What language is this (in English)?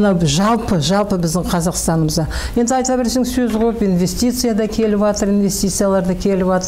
Kazakh